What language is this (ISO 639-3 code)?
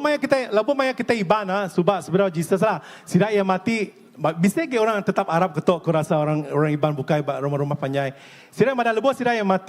iba